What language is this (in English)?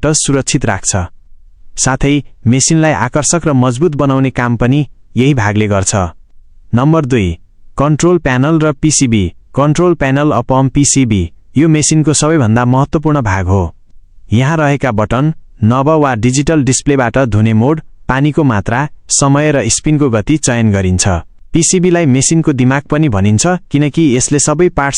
Nepali